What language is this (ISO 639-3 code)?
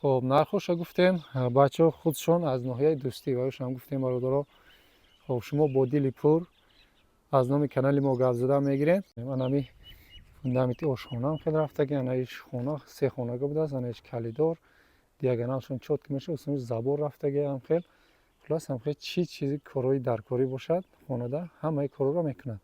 tgk